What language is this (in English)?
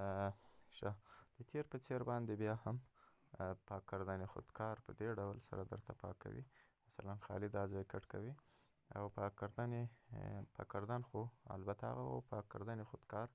Pashto